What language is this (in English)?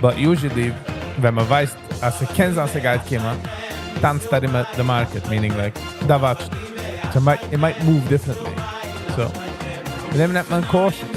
Yiddish